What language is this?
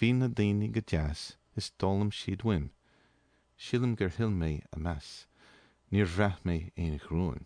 Irish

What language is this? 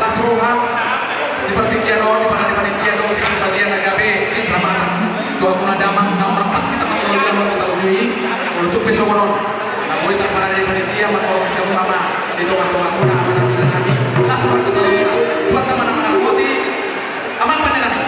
Batak Toba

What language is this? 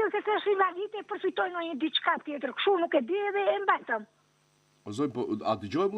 Albanian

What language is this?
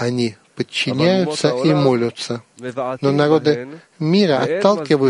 Russian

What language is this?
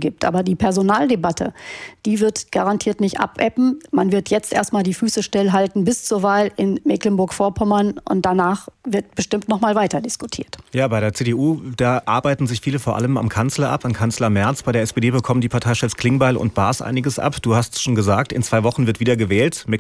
German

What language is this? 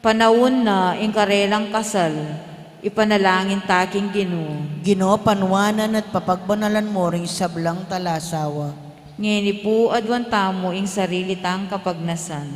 Pampanga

